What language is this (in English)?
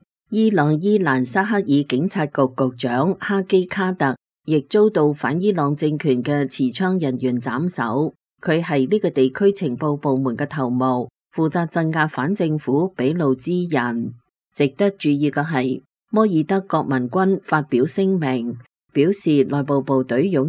Cantonese